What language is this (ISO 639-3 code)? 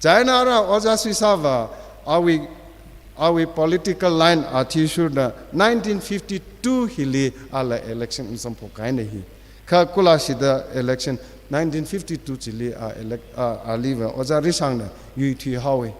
nmf